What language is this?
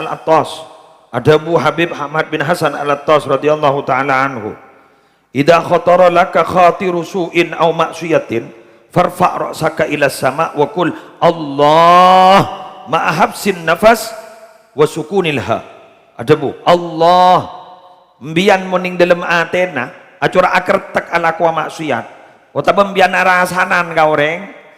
Madurese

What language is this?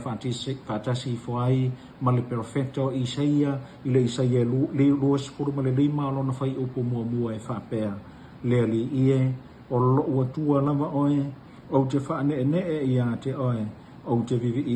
Samoan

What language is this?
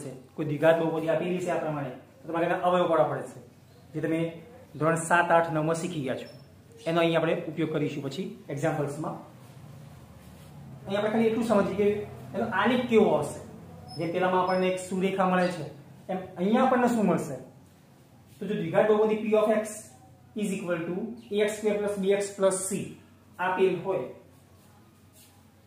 Gujarati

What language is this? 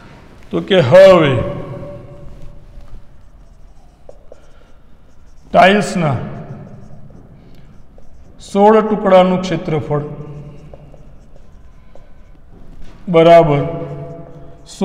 Gujarati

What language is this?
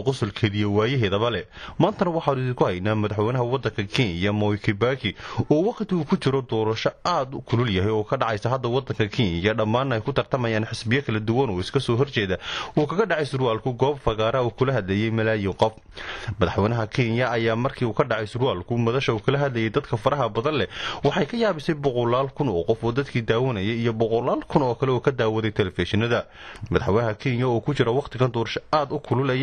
Somali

